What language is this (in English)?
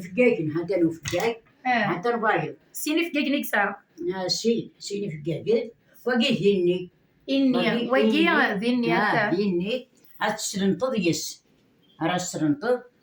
Kabyle